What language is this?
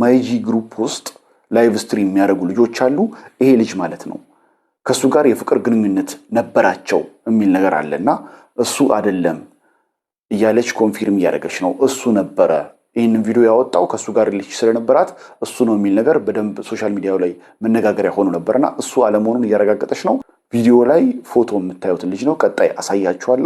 Amharic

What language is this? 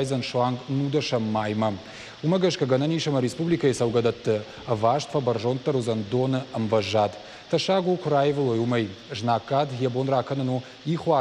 Ossetic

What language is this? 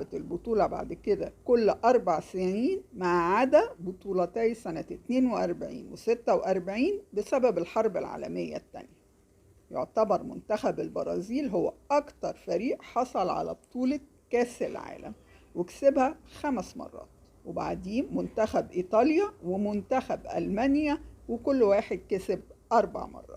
Egyptian Arabic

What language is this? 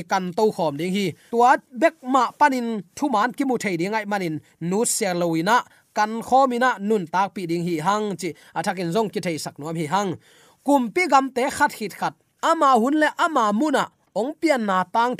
Tedim Chin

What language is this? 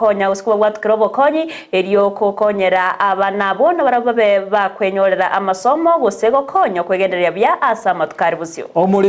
Gusii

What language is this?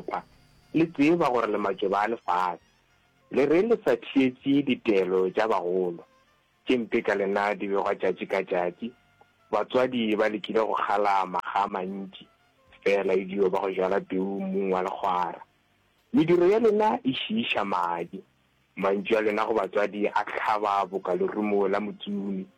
Northern Sotho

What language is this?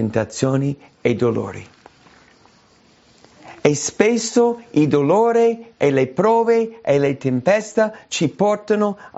Italian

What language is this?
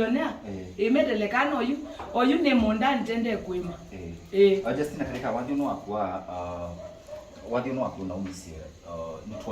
Kamba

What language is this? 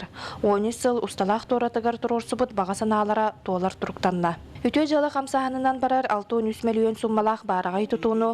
Yakut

